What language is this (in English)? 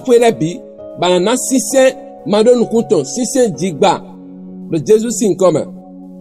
Fon